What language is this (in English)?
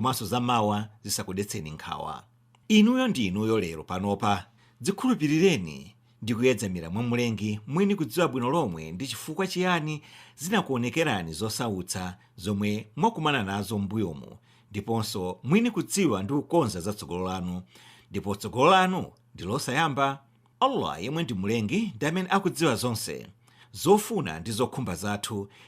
Nyanja